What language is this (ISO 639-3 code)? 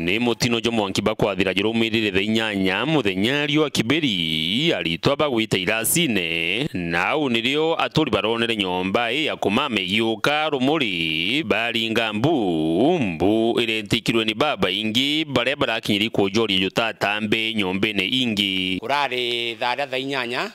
mer